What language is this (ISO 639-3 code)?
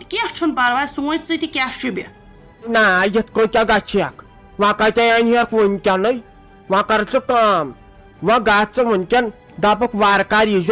kas